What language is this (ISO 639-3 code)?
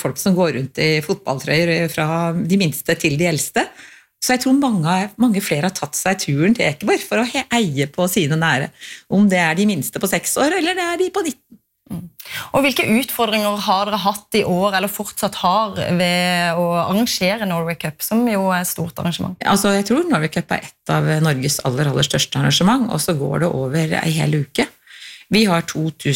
nor